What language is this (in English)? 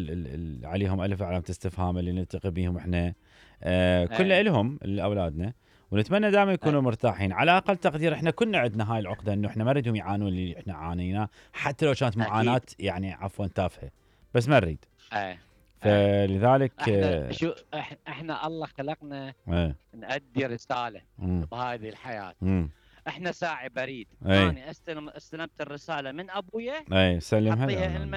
Mesopotamian Arabic